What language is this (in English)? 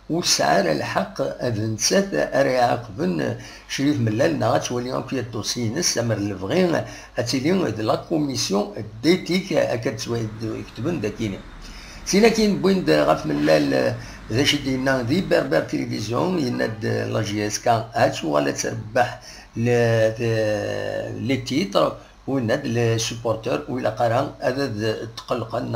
Kabyle